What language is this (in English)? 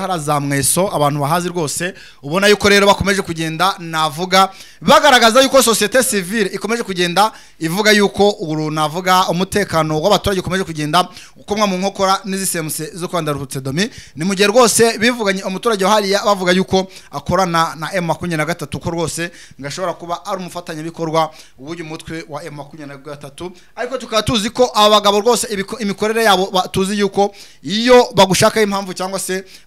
Kinyarwanda